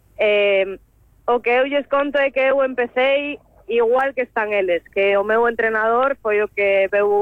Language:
Galician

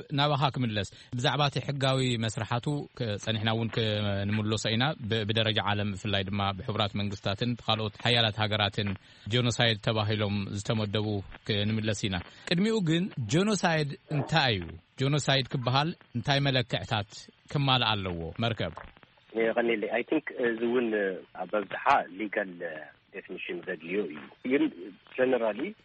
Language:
Tigrinya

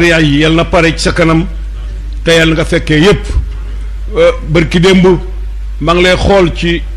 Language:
Wolof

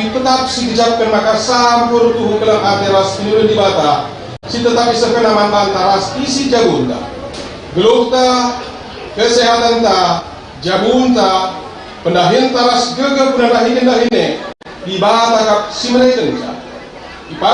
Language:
Batak Karo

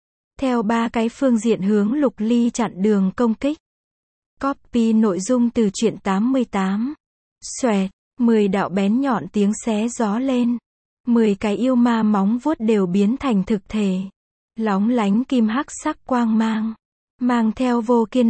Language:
Vietnamese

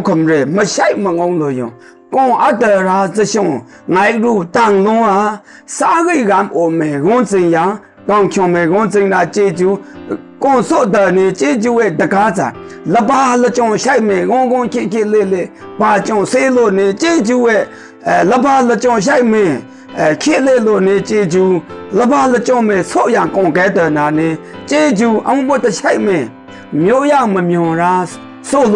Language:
Maru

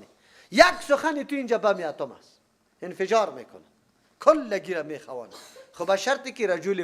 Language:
Persian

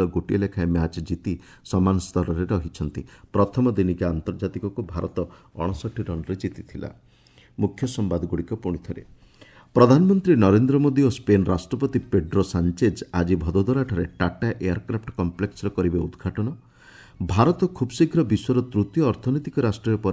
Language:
Odia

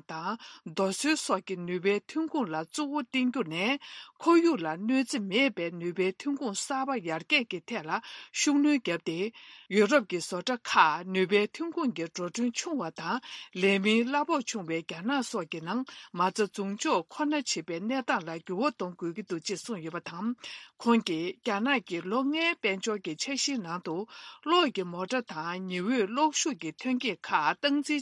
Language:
Tibetan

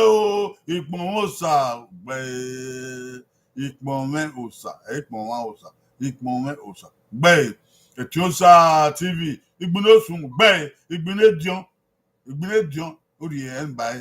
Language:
Bini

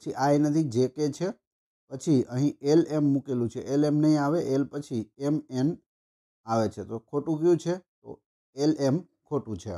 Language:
Gujarati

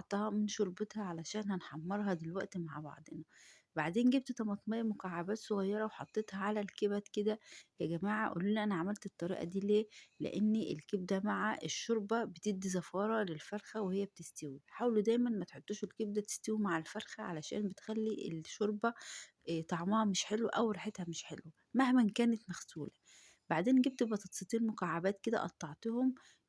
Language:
Egyptian Arabic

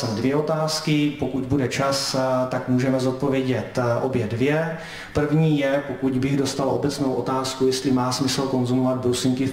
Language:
Czech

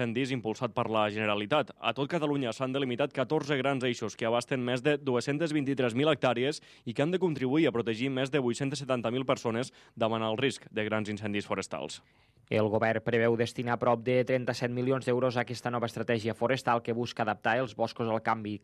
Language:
Catalan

